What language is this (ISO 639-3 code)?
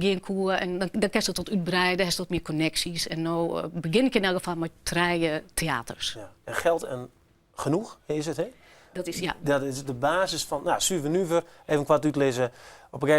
fry